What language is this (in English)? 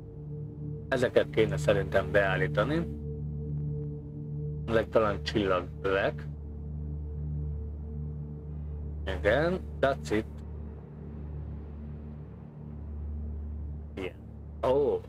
Hungarian